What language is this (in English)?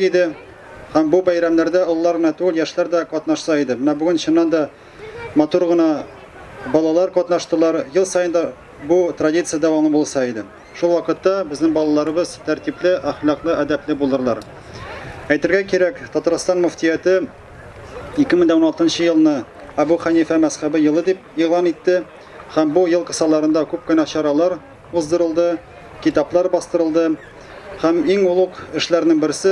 Tatar